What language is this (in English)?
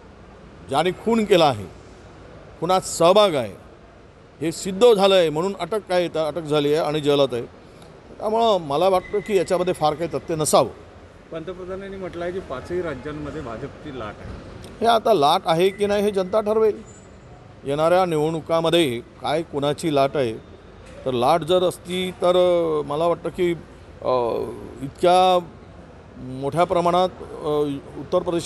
Marathi